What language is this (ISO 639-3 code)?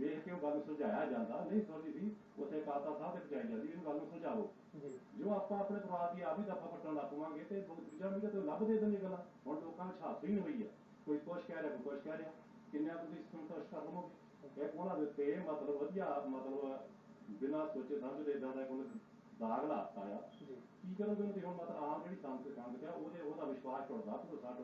pan